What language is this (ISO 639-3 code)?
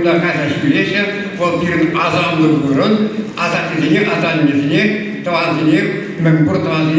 chv